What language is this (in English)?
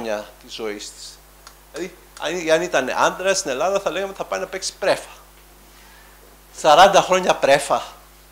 Greek